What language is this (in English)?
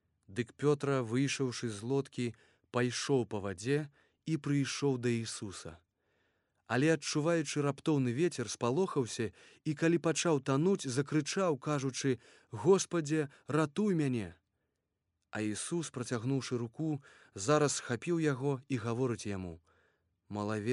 Belarusian